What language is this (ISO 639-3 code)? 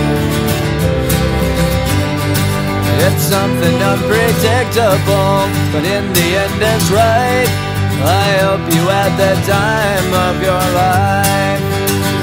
eng